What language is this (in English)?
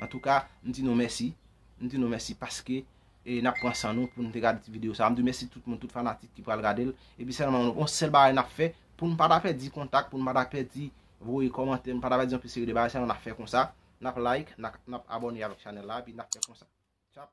Haitian Creole